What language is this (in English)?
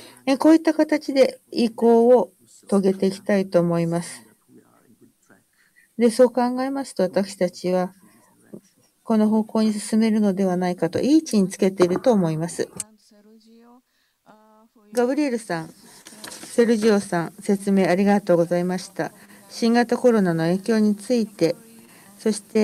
Japanese